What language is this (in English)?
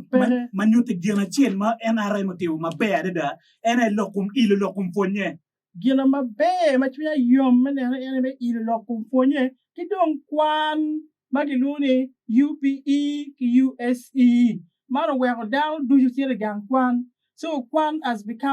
Acoli